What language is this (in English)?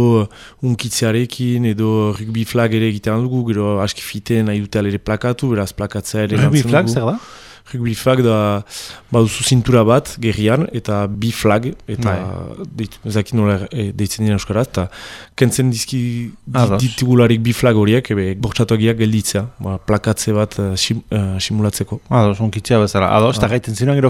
Basque